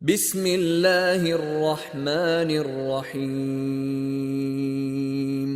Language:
Chechen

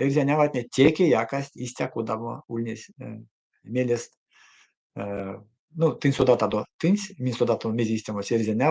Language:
Erzya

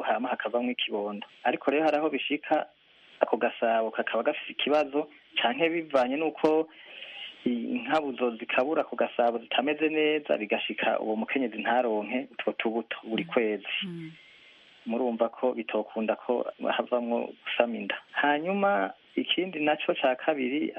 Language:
Rundi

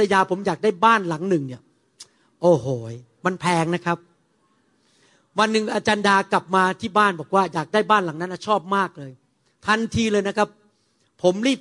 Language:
Thai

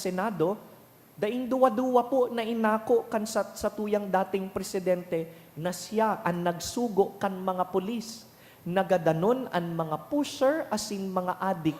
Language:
Bikol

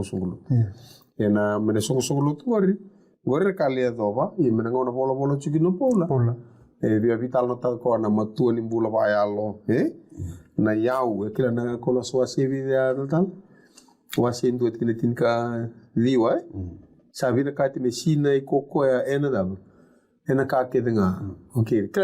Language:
Fijian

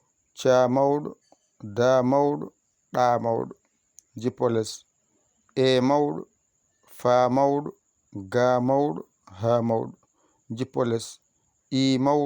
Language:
Fula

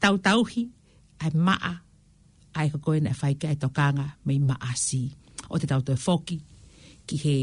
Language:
Tongan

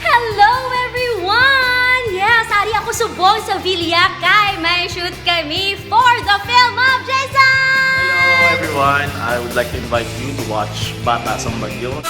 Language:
Hiligaynon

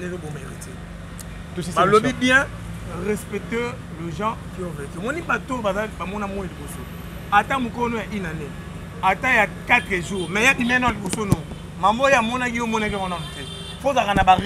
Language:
Lingala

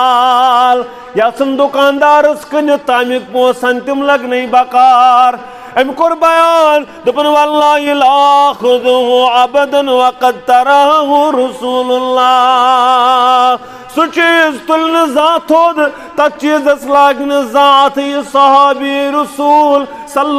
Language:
Kashmiri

